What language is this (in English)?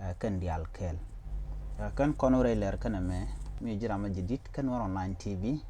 Nuer